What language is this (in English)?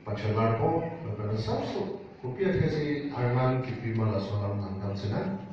Karbi